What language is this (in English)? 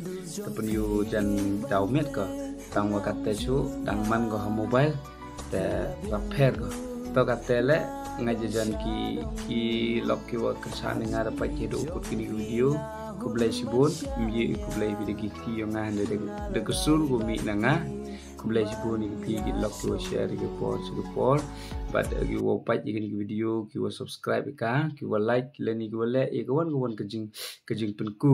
Khasi